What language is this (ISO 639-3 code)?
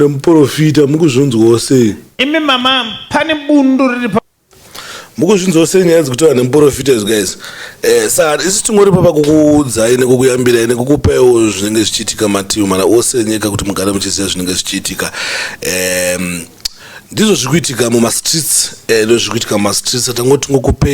sna